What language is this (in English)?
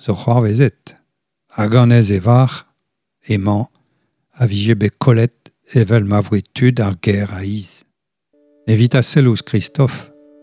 Breton